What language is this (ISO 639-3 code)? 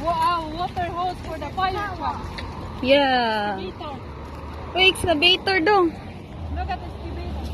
ceb